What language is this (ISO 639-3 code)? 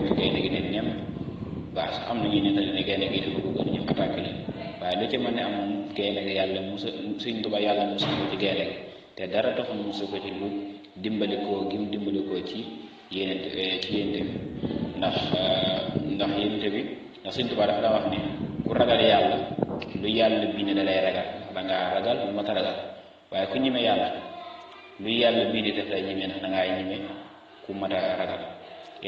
wol